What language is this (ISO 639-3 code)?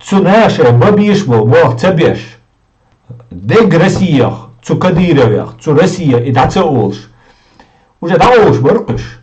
che